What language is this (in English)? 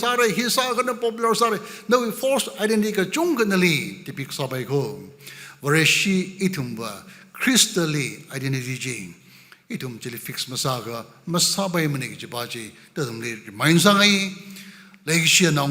Tangkhul Naga (India)